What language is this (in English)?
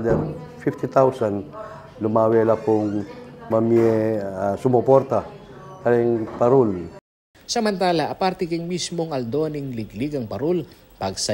Pampanga